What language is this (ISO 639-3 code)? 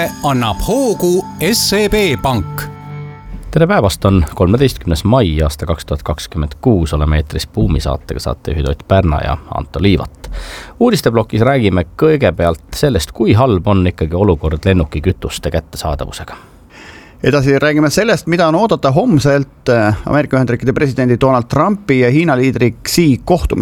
est